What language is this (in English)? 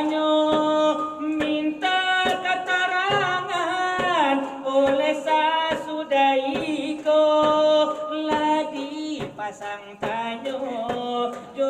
Minangkabau